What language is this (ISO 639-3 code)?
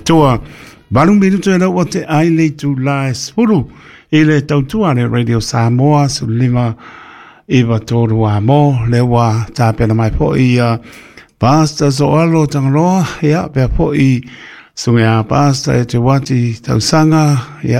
smo